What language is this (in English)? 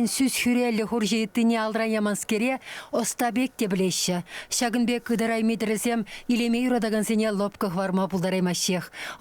Chuvash